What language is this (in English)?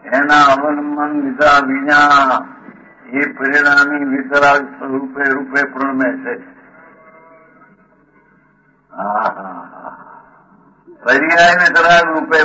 Gujarati